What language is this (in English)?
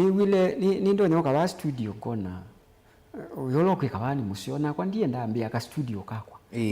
Kamba